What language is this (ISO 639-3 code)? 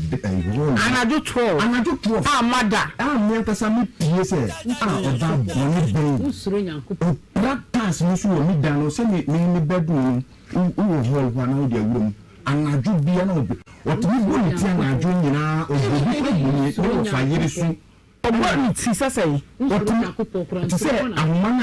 aka